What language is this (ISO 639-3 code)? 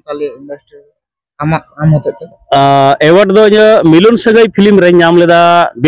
sat